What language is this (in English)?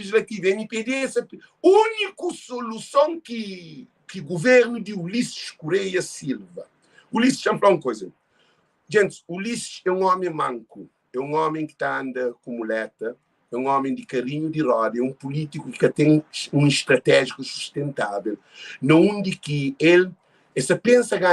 Kabuverdianu